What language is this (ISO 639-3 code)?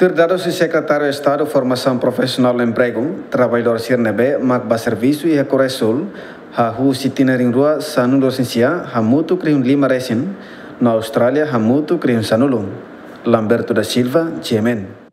tet